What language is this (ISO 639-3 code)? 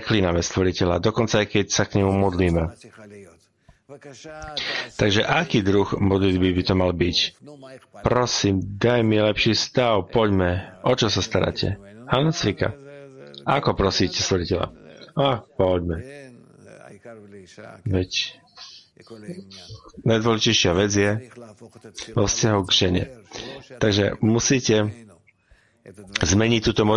slk